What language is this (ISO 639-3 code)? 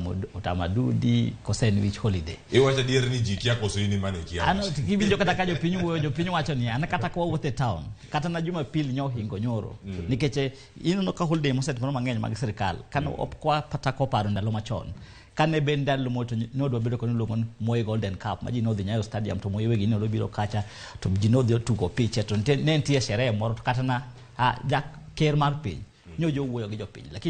luo